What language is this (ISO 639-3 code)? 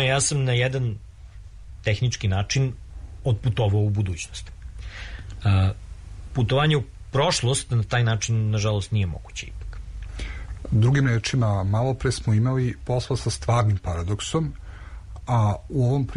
srp